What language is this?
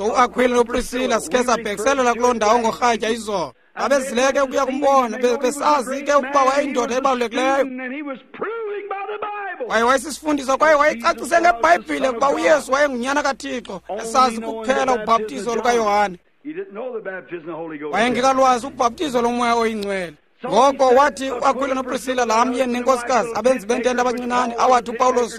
Xhosa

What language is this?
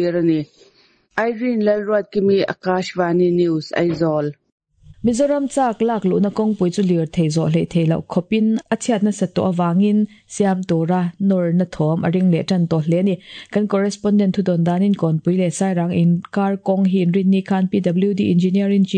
Mizo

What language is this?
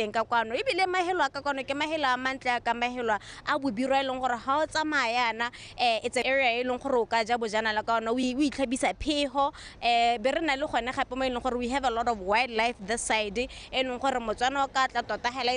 Tswana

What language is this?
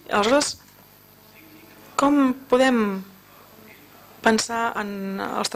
Catalan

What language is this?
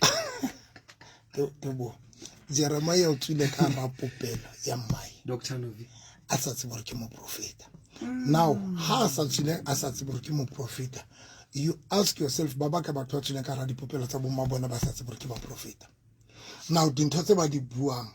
Southern Sotho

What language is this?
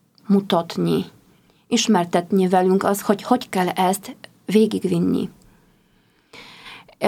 Hungarian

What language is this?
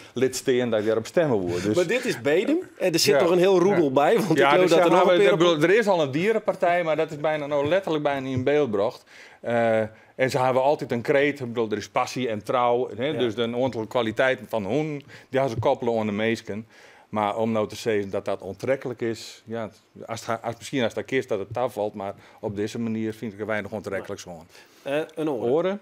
Western Frisian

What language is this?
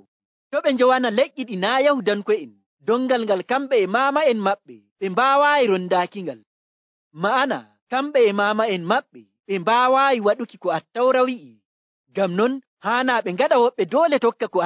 Nigerian Fulfulde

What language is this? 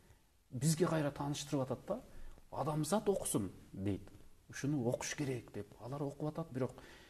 Kyrgyz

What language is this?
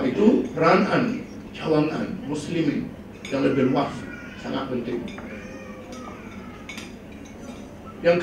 Malay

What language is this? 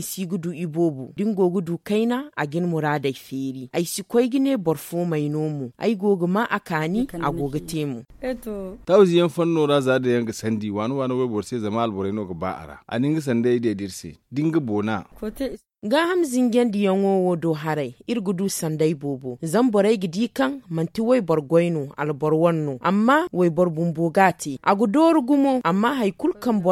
Zarma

